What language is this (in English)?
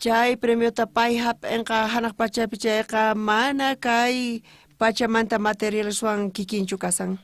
South Bolivian Quechua